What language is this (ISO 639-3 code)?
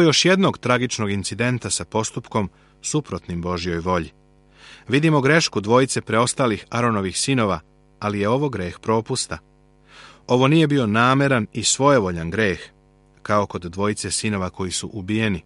srp